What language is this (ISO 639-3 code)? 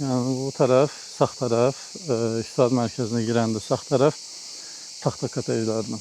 aze